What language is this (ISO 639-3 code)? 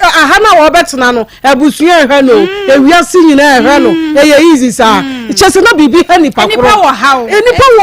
aka